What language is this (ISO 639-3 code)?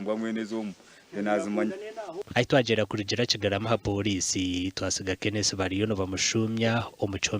nyn